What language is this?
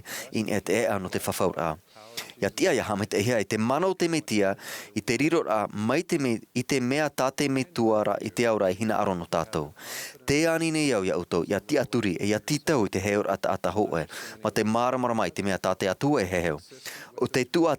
Tahitian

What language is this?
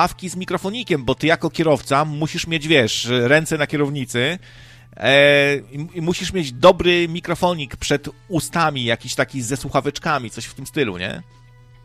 Polish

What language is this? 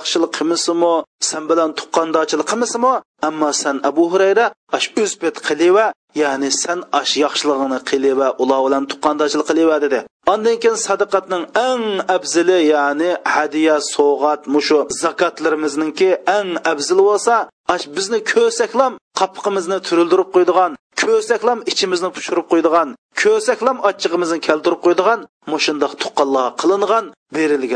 Uyghur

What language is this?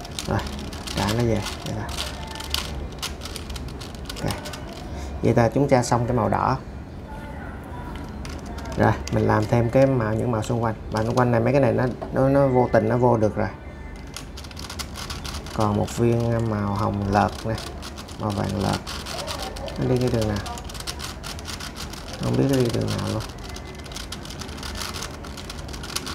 Vietnamese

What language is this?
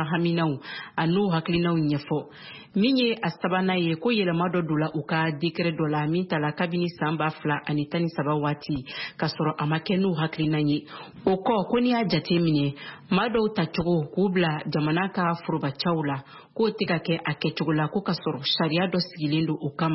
Bambara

